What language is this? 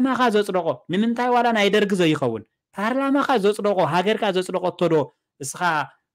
Tigrinya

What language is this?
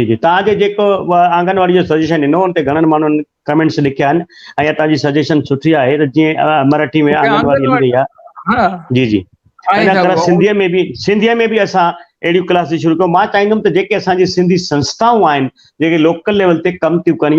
Sindhi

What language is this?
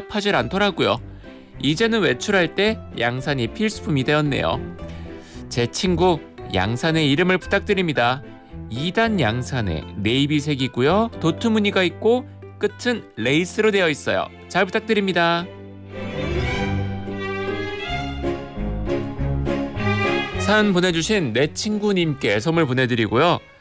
Korean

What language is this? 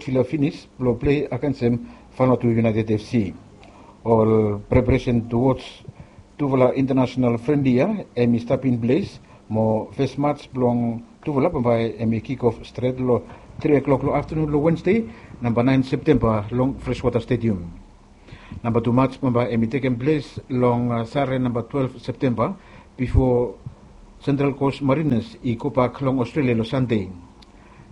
Bislama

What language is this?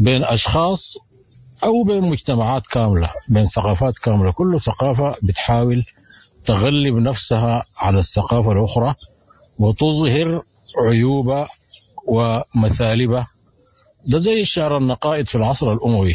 Sudanese Arabic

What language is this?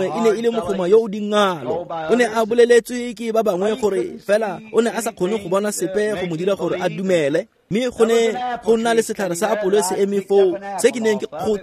Tswana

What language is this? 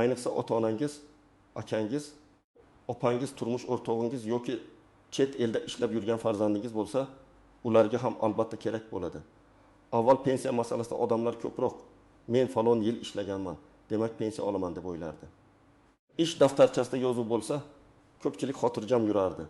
Uzbek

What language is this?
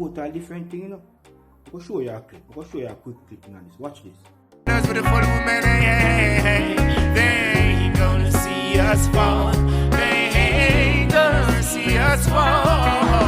Jamaican Creole English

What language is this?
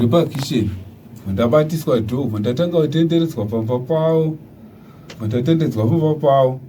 Shona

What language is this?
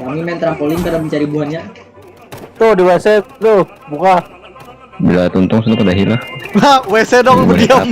Banjar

